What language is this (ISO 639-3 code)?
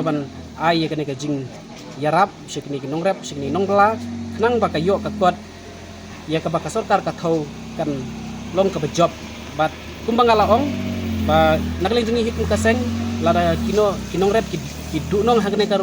kha